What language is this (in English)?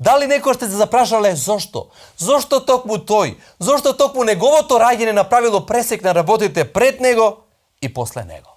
Macedonian